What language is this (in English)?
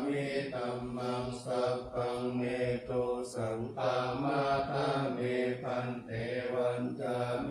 Pali